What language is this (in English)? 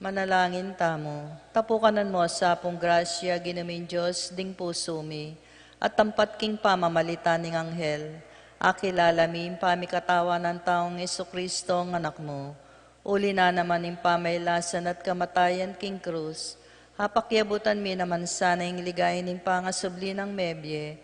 Pampanga